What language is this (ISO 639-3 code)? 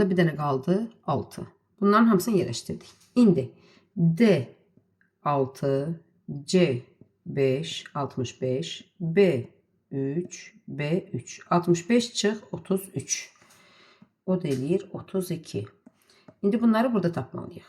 aze